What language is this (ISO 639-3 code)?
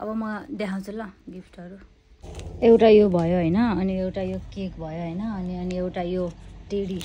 nep